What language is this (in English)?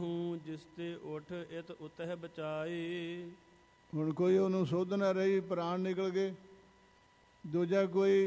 Punjabi